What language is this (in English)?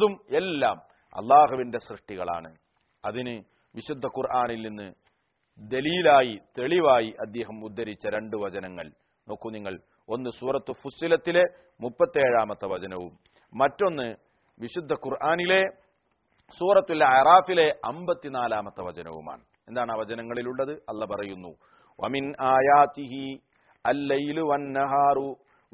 Malayalam